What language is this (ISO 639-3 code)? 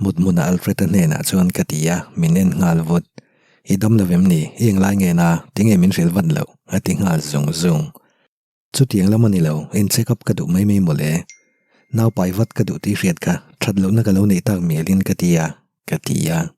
lus